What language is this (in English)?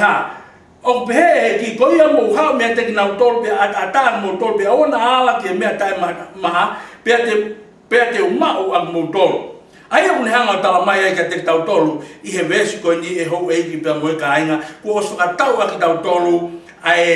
Tongan